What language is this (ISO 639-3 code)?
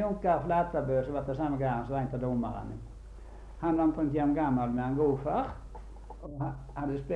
nor